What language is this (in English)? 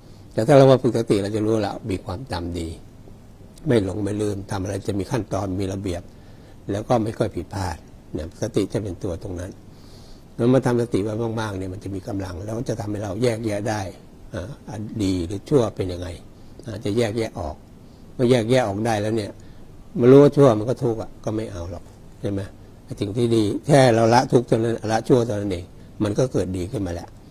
Thai